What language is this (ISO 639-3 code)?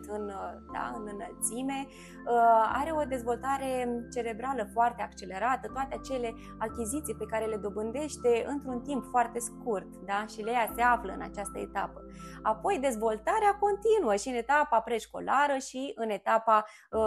ron